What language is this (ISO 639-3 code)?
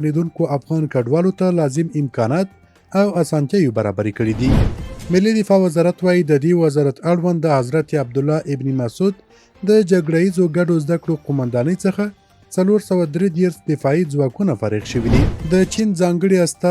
pus